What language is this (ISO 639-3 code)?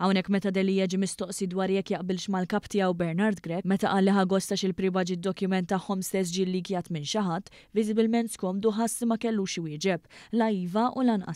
mlt